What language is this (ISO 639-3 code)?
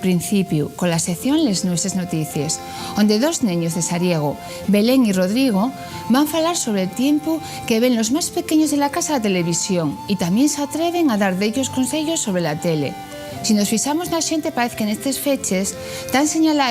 ast